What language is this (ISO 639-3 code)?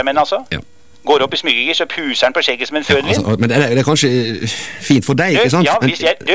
nor